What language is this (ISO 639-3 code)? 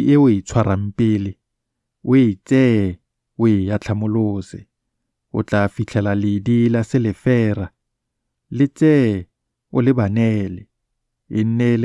tsn